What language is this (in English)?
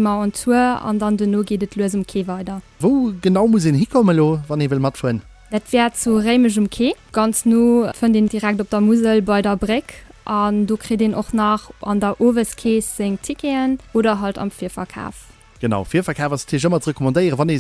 Luxembourgish